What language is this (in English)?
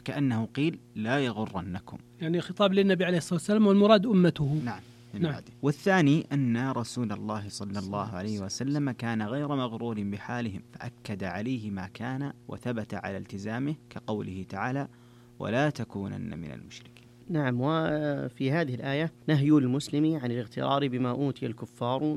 Arabic